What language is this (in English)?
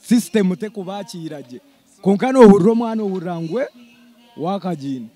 Nyankole